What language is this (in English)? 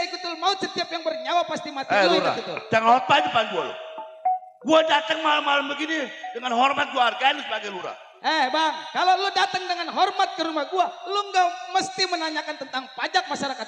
Betawi